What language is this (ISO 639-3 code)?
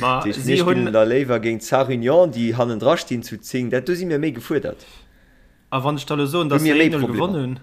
ltz